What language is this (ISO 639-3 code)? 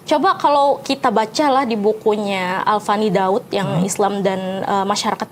bjn